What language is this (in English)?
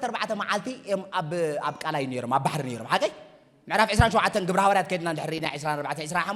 Tigrinya